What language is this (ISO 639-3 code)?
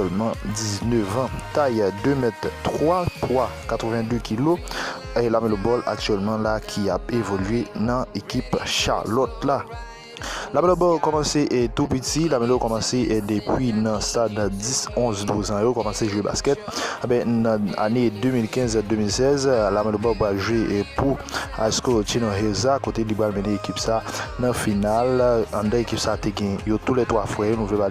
hat